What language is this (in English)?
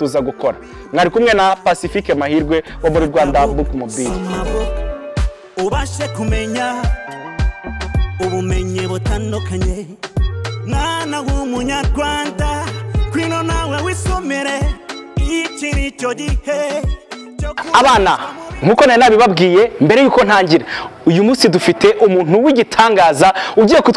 Kinyarwanda